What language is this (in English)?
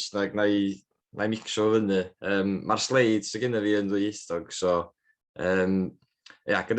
Welsh